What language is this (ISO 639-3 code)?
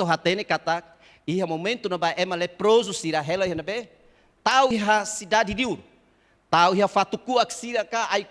tet